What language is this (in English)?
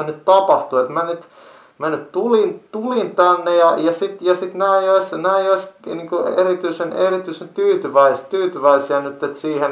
Finnish